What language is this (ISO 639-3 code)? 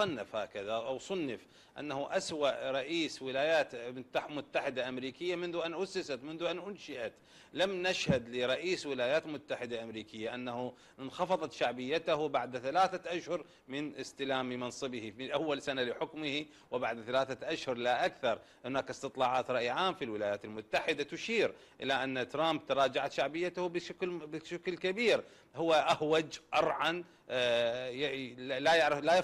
ara